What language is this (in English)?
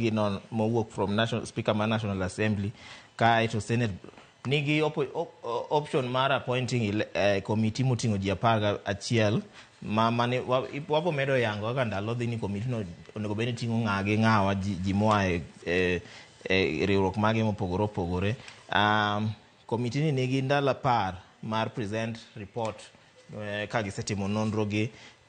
Luo (Kenya and Tanzania)